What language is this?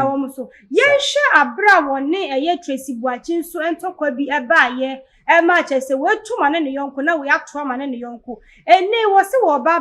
Akan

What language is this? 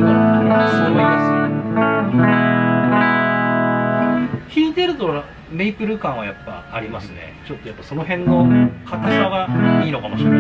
Japanese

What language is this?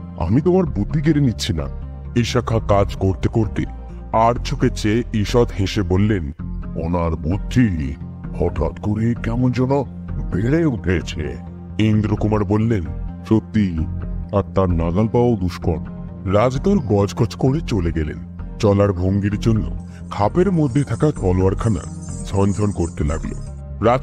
Bangla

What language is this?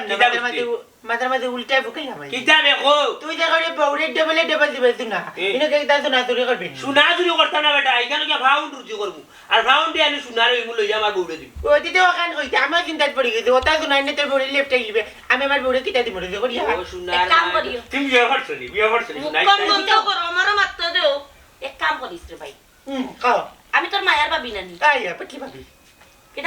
Sylheti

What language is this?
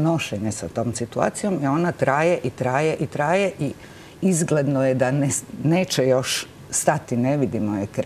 Croatian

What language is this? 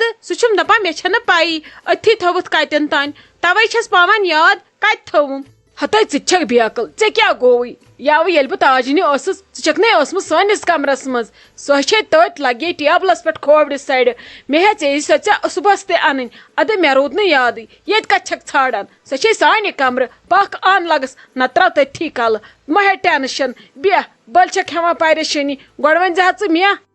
Kashmiri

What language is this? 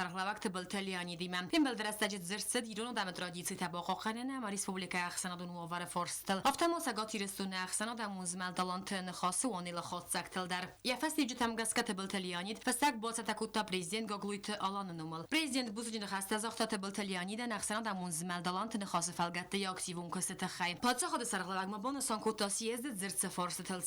Ossetic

